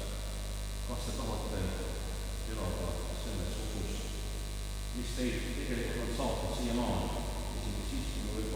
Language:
Estonian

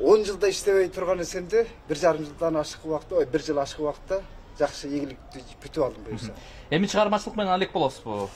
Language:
Kyrgyz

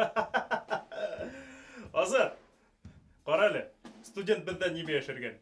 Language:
Bashkir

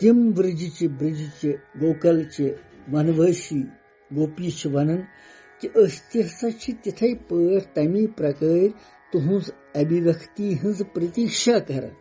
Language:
Kashmiri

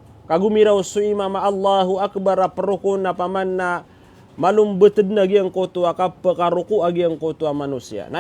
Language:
Maranao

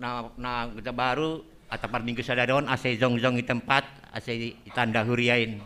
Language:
Batak Simalungun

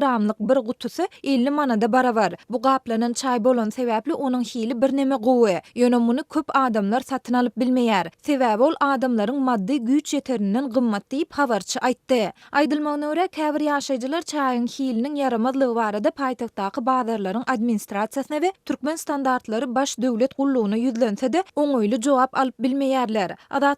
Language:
Turkmen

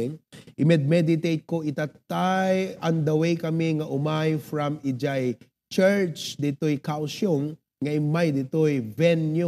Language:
Iloko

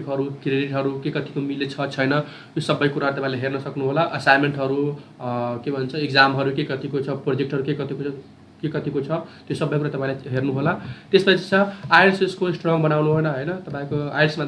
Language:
Nepali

